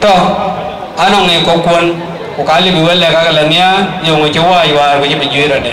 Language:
Dinka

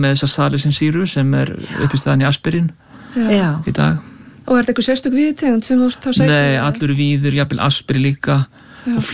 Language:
Icelandic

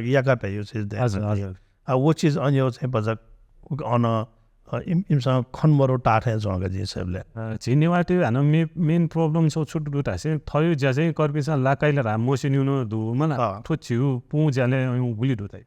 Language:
Newari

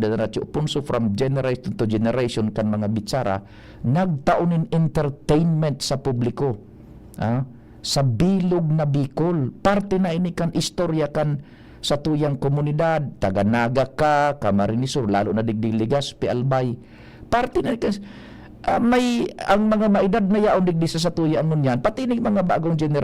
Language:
Bikol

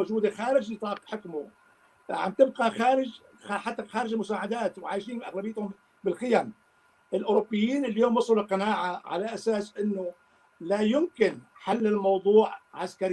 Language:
North Levantine Arabic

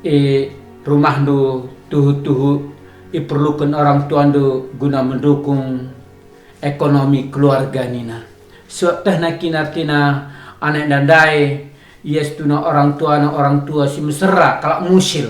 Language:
Batak Karo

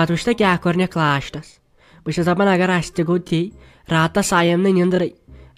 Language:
Kashmiri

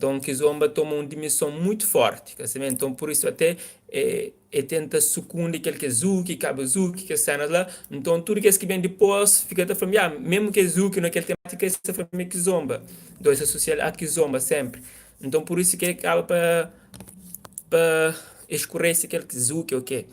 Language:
Kabuverdianu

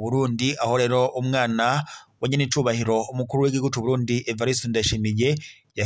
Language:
Rundi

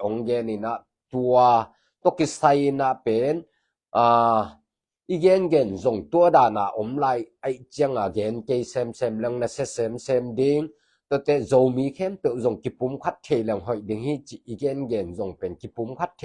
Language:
Tedim Chin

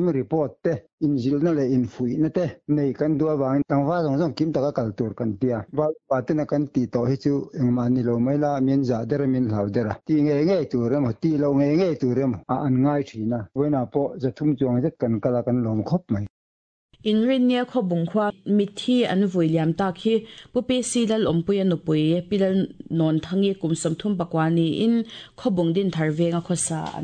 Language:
Mizo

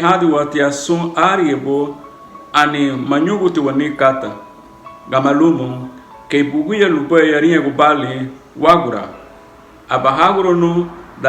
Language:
Garifuna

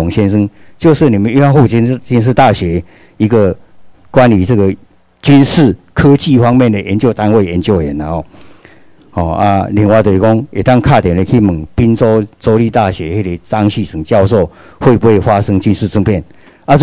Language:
Chinese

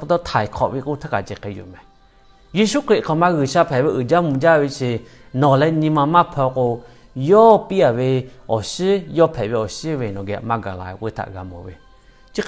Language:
Lahu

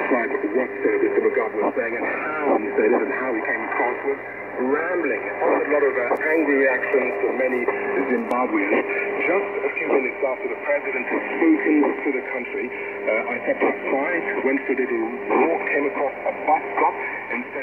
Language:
English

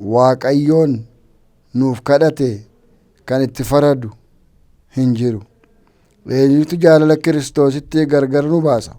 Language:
Oromo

